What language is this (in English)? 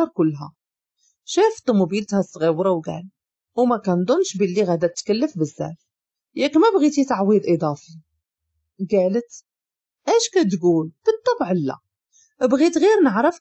Moroccan Arabic